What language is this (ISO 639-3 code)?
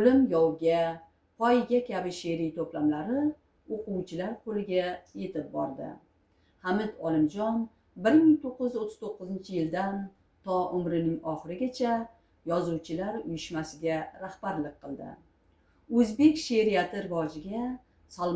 uzb